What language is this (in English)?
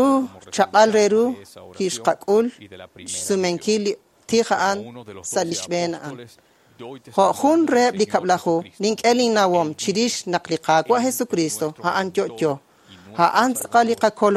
Kekchí